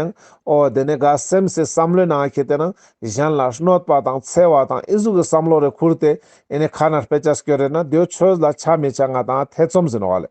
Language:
Ladakhi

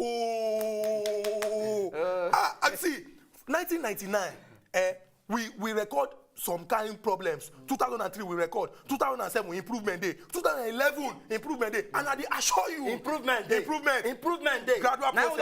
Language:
Nigerian Pidgin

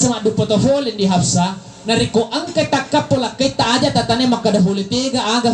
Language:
Buginese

